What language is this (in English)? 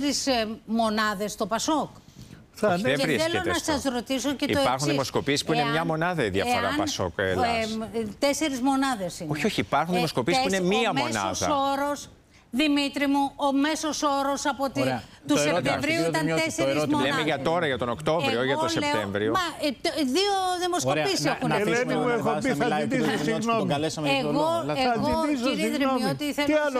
Greek